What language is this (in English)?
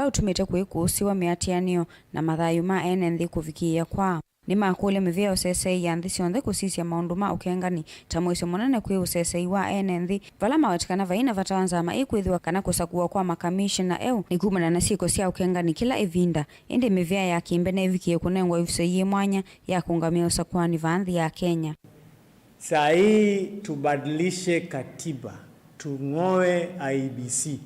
Kamba